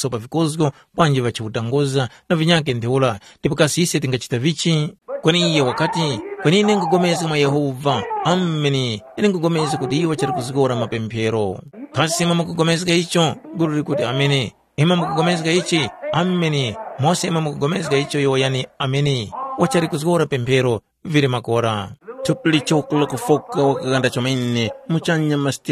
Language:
Tumbuka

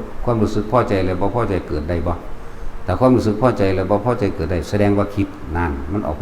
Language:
Lao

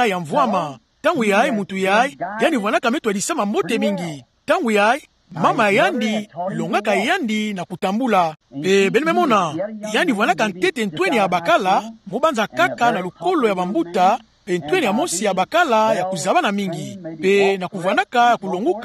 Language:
Kituba (Democratic Republic of Congo)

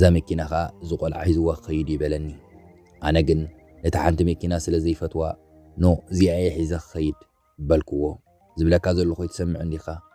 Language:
Tigrinya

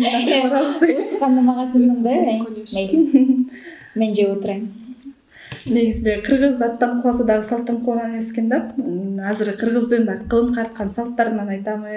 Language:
Kyrgyz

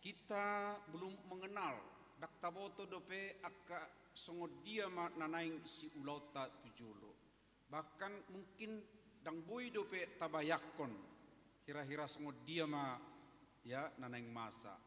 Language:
Batak Toba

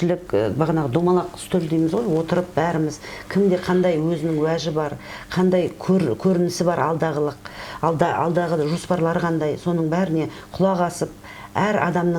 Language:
Kazakh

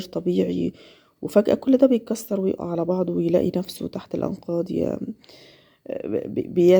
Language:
Egyptian Arabic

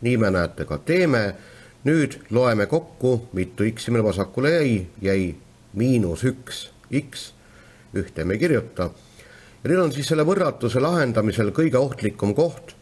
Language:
Estonian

